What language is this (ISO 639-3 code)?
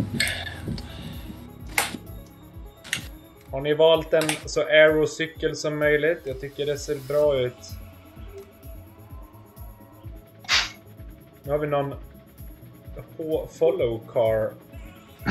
swe